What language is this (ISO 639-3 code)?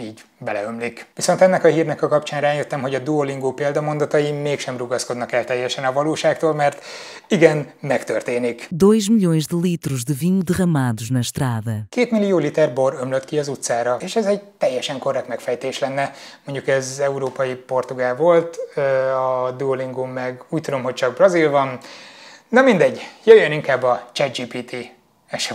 hun